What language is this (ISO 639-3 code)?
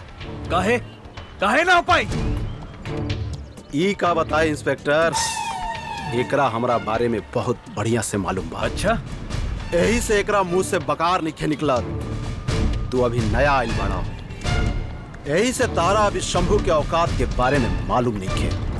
bho